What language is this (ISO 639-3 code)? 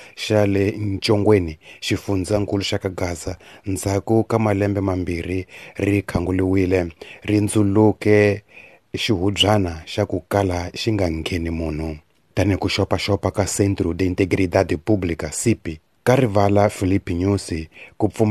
tso